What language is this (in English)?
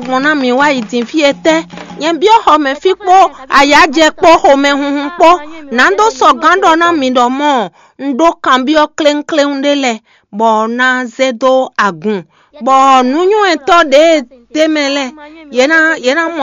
Fon